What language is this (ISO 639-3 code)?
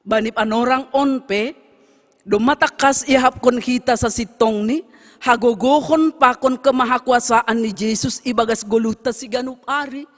bts